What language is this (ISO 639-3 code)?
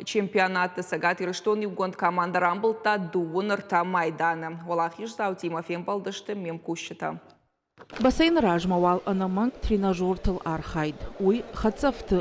oss